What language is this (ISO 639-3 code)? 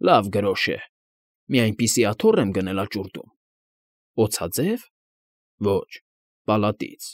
hye